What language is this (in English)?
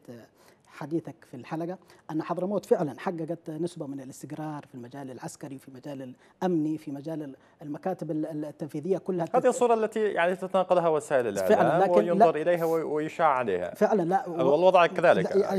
Arabic